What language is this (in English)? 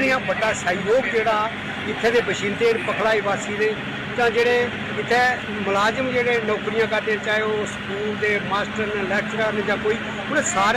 Dogri